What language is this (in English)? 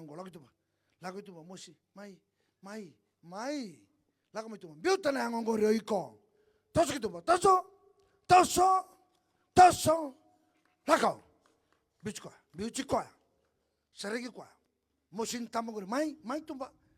Fijian